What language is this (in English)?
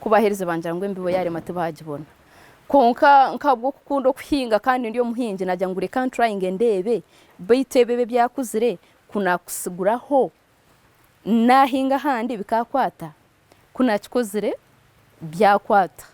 Nyankole